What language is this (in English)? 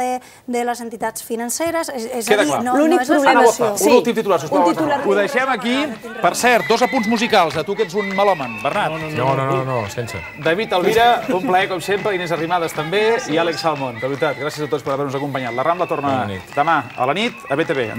Catalan